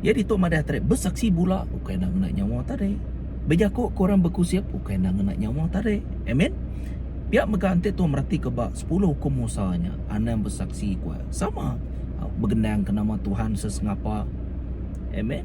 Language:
Iban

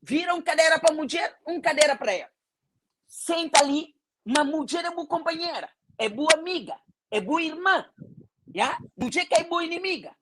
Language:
Kabuverdianu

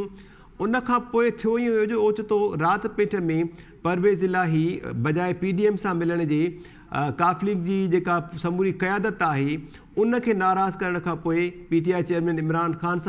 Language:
Sindhi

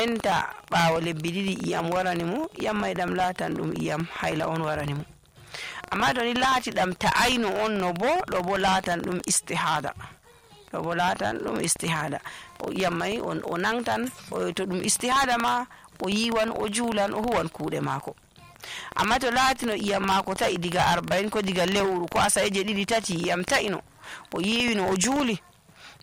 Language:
Nigerian Fulfulde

